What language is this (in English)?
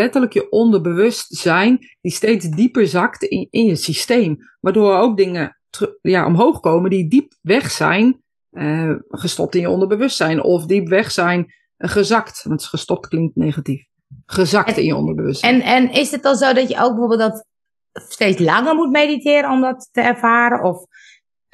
Dutch